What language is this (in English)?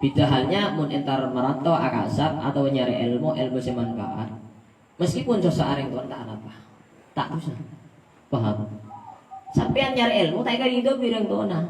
Madurese